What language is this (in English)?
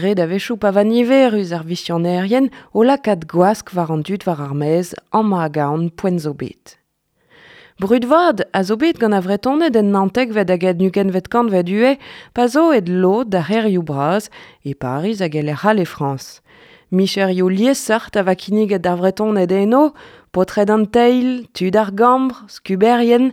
Breton